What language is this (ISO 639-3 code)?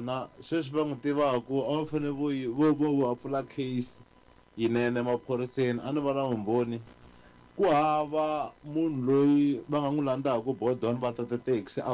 tso